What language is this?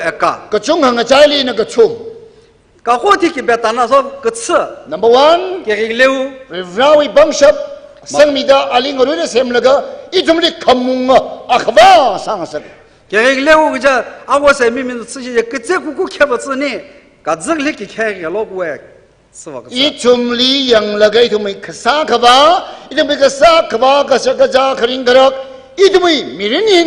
Tangkhul Naga (India)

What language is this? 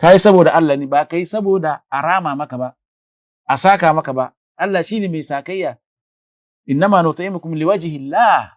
Hausa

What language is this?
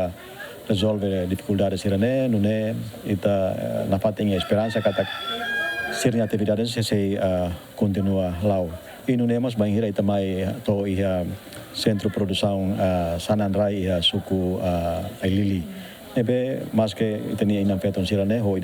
Tetum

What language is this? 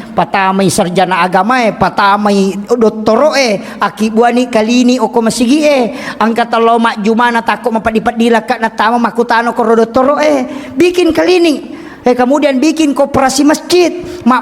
Buginese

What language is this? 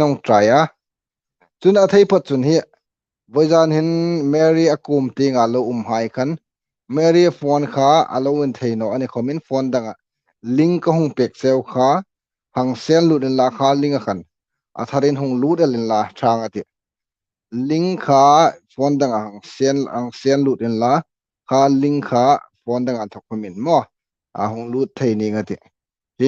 Hmar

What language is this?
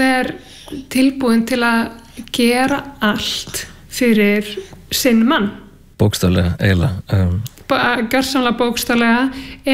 Icelandic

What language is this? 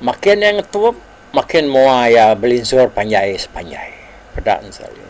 Iban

